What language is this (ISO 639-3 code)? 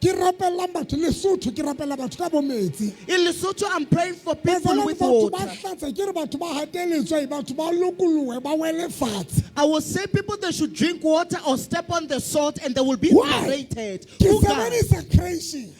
sot